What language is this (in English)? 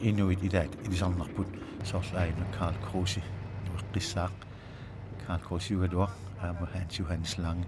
Kalaallisut